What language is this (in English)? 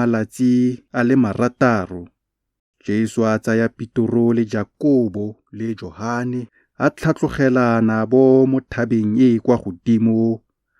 Tswana